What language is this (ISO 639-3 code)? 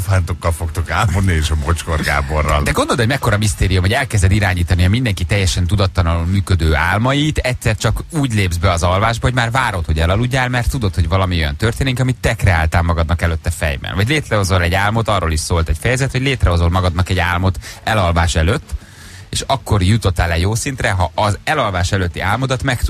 hun